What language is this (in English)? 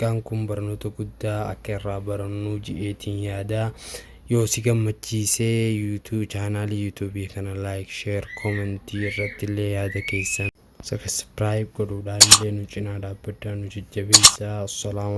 Oromo